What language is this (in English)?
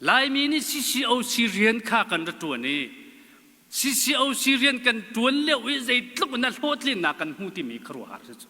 Hakha Chin